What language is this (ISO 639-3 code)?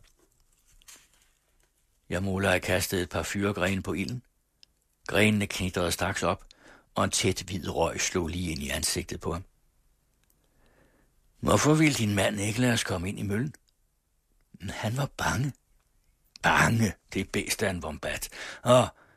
dan